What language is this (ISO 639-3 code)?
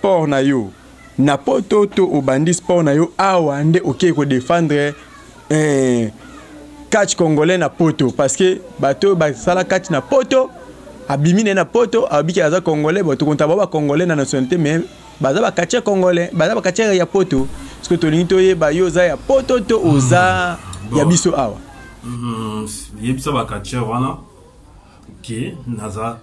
lin